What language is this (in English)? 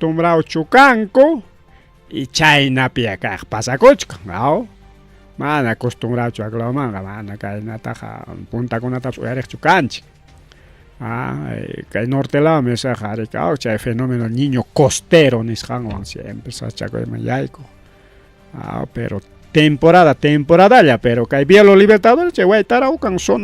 Ayacucho Quechua